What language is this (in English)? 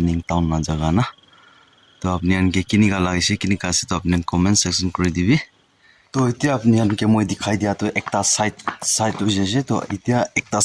Naga Pidgin